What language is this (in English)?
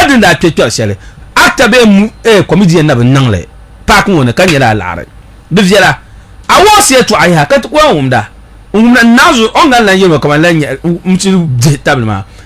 Dagbani